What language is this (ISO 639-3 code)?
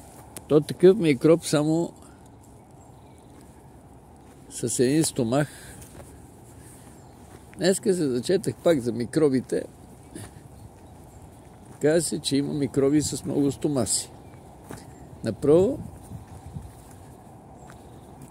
bul